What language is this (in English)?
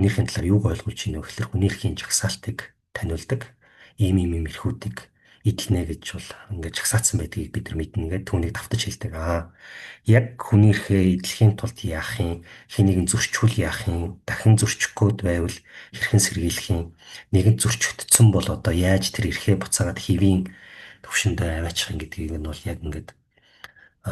Mongolian